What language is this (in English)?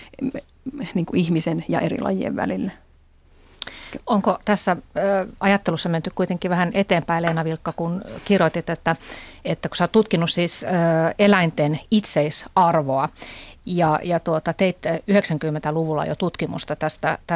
Finnish